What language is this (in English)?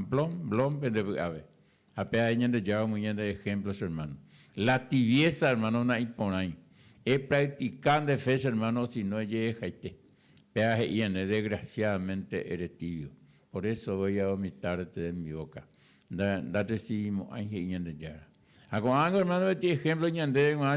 Guarani